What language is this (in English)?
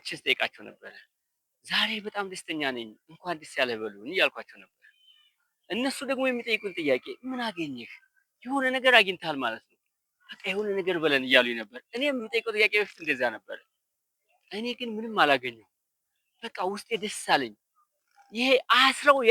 Amharic